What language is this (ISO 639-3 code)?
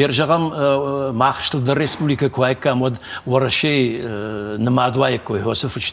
oss